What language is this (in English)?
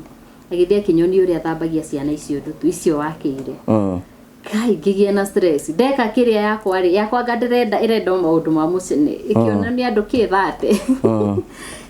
Kikuyu